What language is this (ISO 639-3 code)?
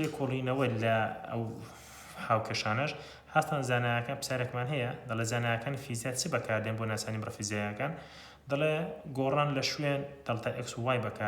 ckb